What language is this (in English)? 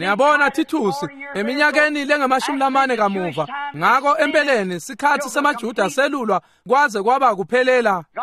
Swati